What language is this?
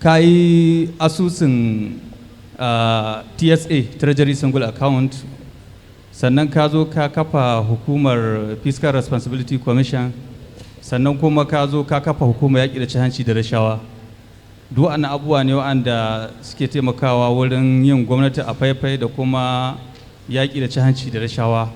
Hausa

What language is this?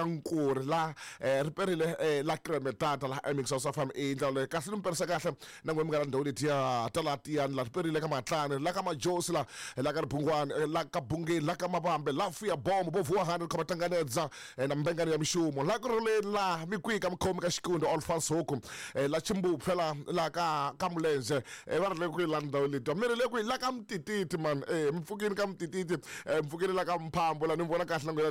Tsonga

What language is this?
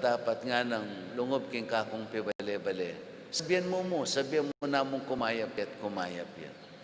Pampanga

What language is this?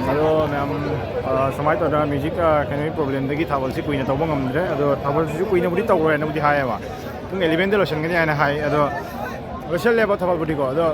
Manipuri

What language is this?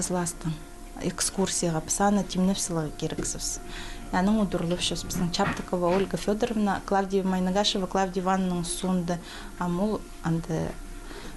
Khakas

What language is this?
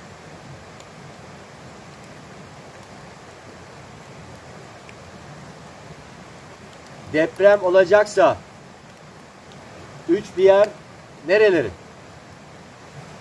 Turkish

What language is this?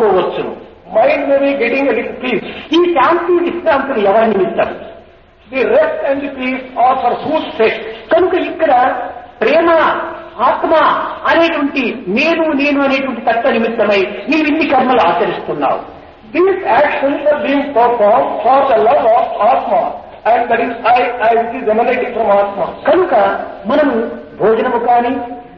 Telugu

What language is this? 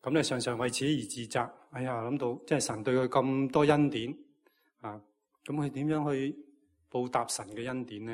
Cantonese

